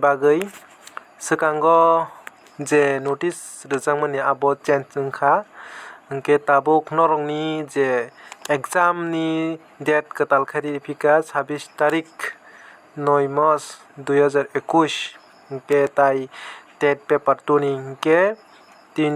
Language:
Kok Borok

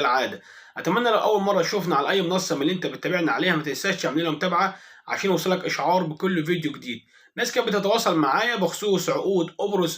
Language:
Egyptian Arabic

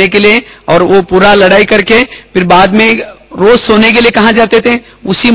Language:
Hindi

